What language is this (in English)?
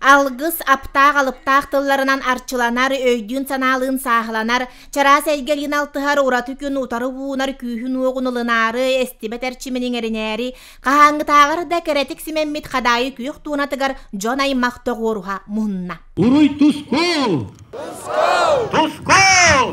Yakut